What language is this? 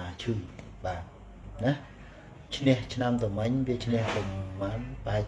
Khmer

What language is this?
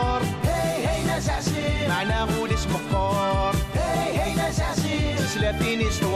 Kabyle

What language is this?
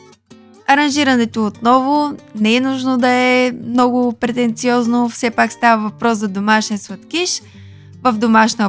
Bulgarian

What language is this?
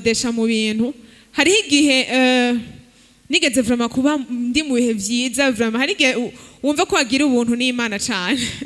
Rundi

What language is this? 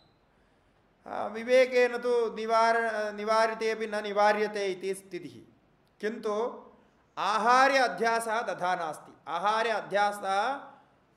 Sanskrit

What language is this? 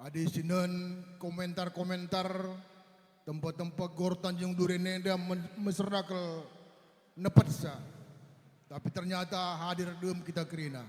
Batak Karo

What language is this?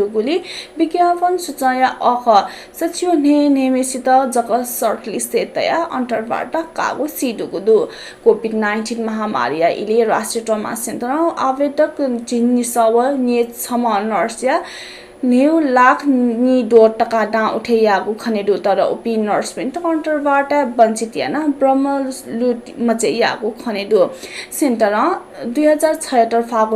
Newari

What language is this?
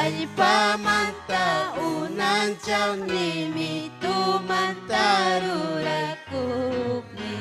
Ayacucho Quechua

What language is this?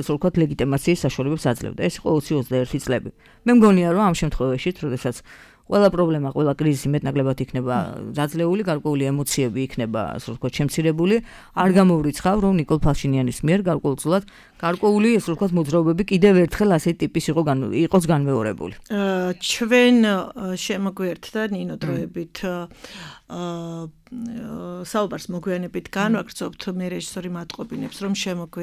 Georgian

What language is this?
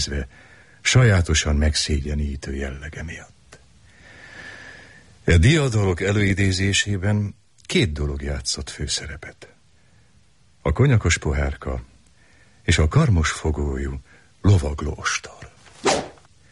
Hungarian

